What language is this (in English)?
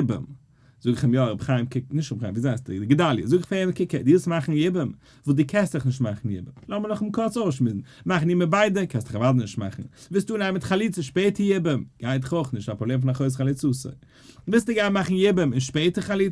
Yiddish